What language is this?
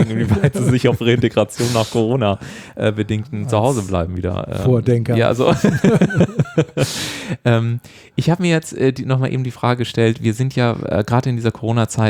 German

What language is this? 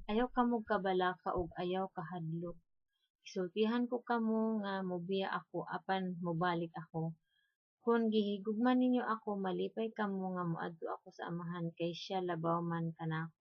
Cebuano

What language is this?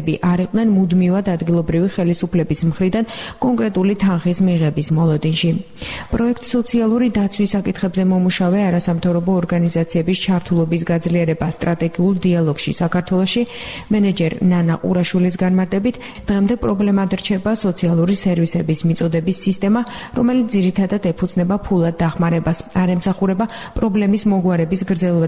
Georgian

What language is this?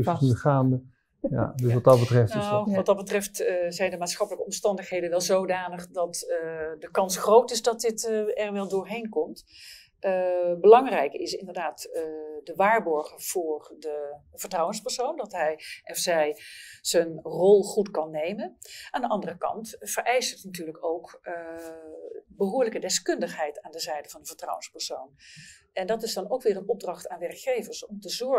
Dutch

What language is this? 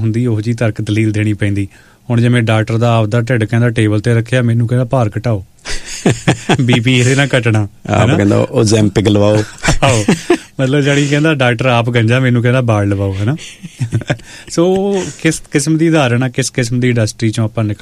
Punjabi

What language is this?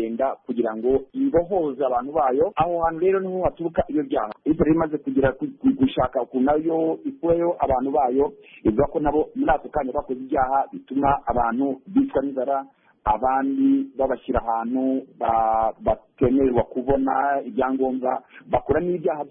Kinyarwanda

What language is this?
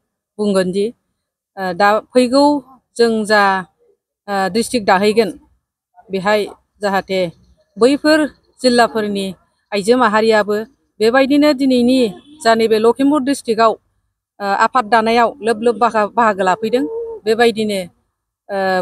Bodo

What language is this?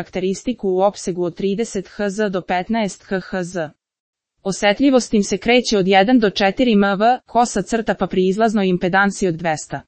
Serbian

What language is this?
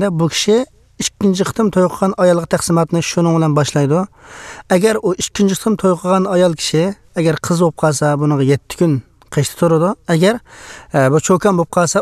Uyghur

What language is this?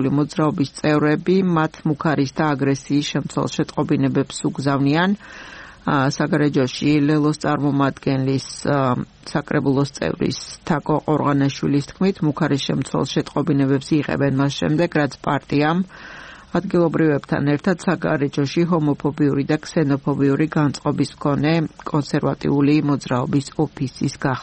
Georgian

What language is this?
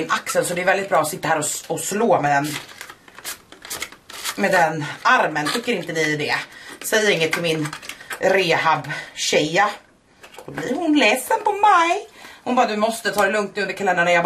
Swedish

